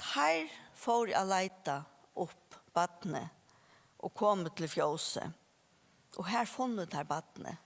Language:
Faroese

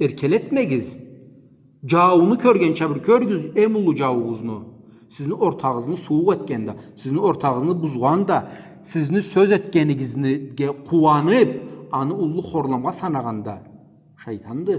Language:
Karachay-Balkar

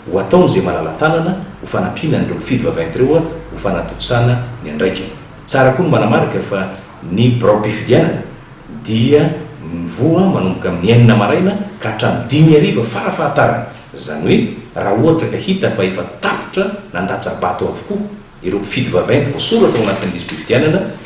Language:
Malagasy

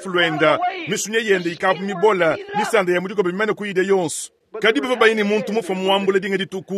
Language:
Luba-Lulua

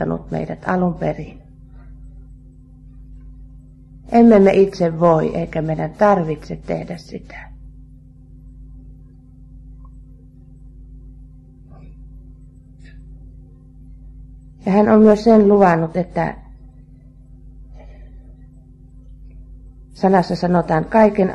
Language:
Finnish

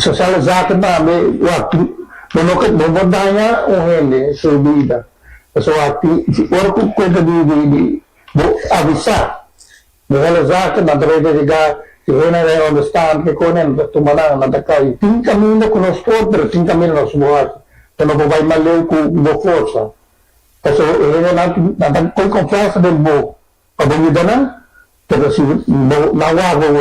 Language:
Papiamento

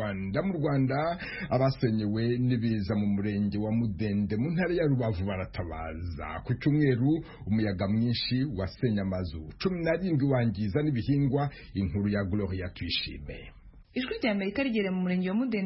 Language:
Kinyarwanda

